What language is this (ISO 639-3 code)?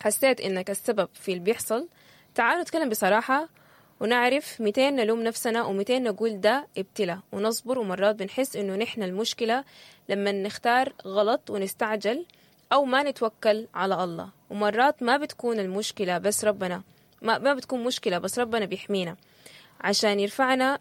apd